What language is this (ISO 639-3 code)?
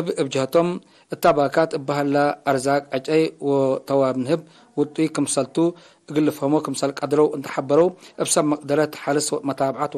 tig